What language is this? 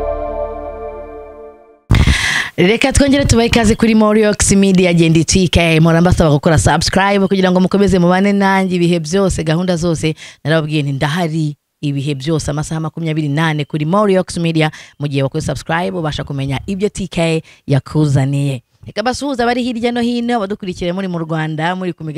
Kinyarwanda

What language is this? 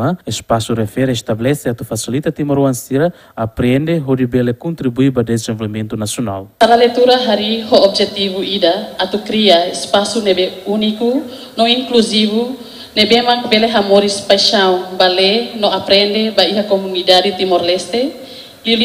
Tetum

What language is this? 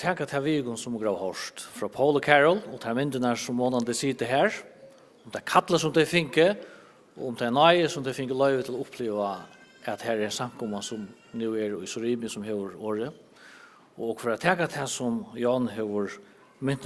Faroese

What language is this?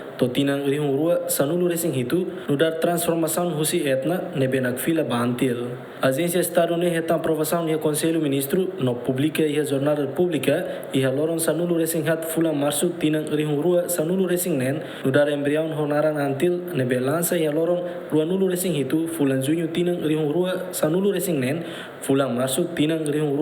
Tetum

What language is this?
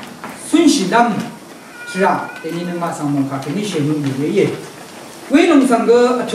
Rawang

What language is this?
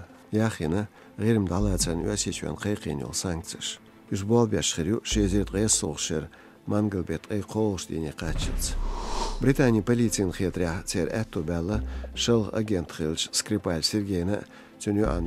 Chechen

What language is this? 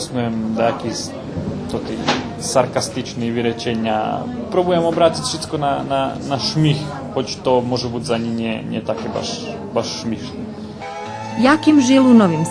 Rusyn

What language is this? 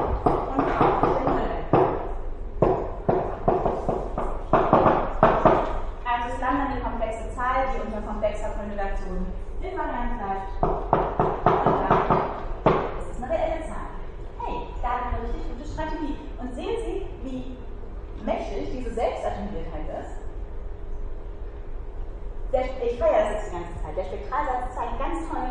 German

